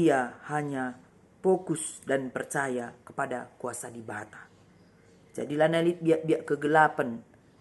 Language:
Batak Karo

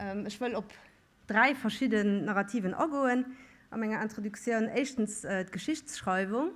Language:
Luxembourgish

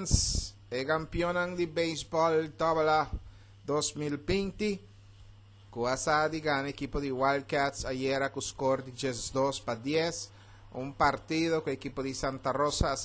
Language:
Papiamento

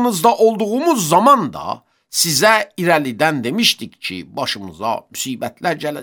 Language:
Azerbaijani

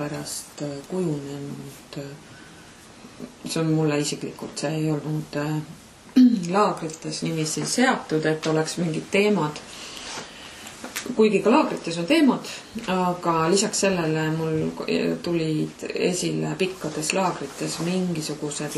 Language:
Estonian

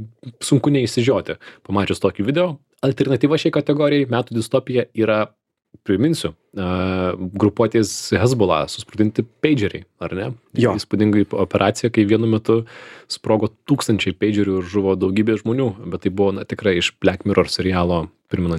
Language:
Lithuanian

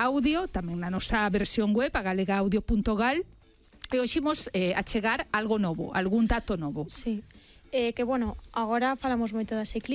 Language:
Galician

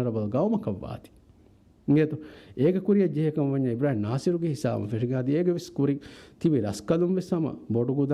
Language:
Divehi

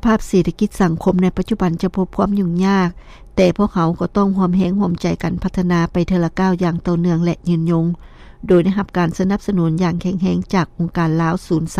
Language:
Lao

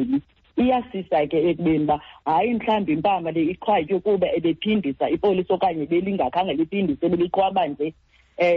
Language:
Xhosa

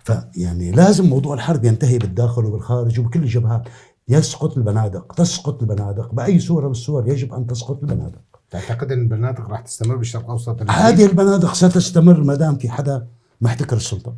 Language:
North Levantine Arabic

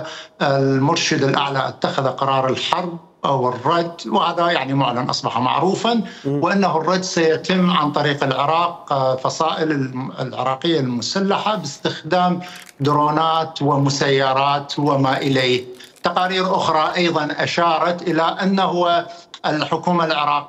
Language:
Mesopotamian Arabic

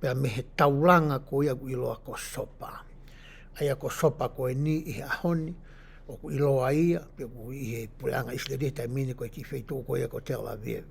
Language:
Tongan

